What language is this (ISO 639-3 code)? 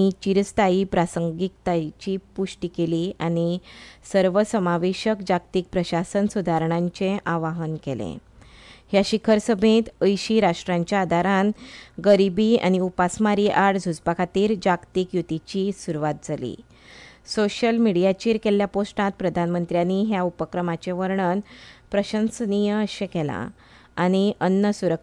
kok